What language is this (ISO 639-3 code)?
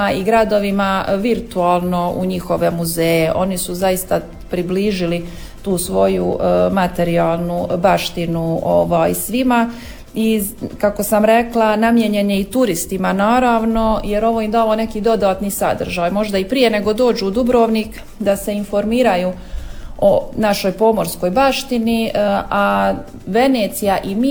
hrv